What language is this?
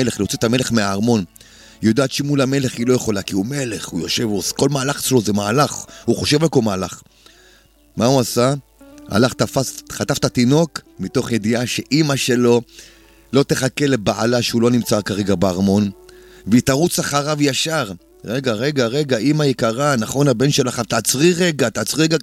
Hebrew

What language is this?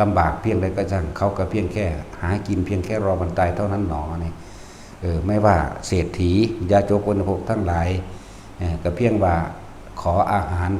Northeastern Thai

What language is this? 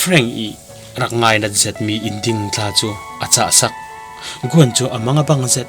Falam Chin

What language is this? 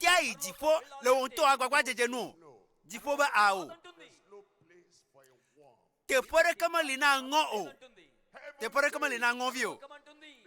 Ewe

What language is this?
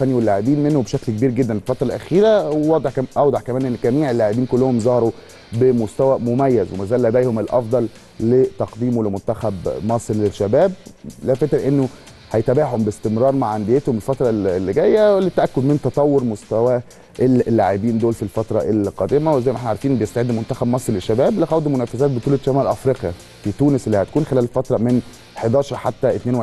Egyptian Arabic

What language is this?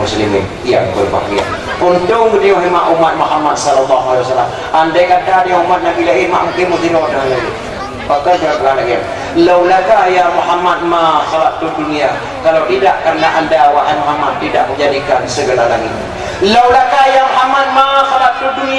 Achinese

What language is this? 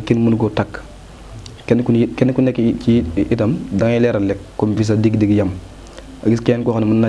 Wolof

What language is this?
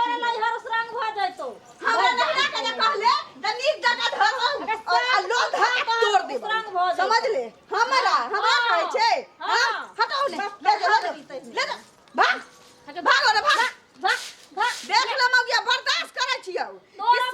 Maithili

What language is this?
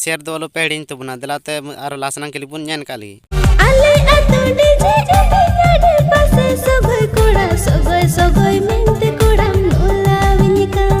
Santali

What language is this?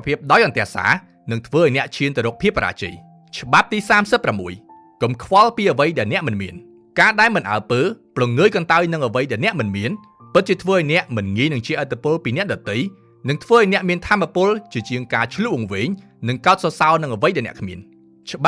Khmer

